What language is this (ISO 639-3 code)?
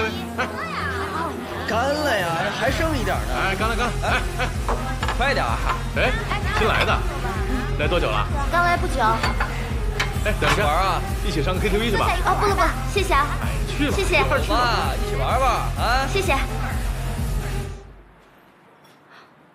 zho